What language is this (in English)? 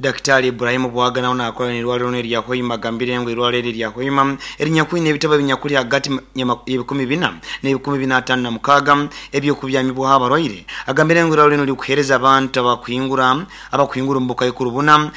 Nyoro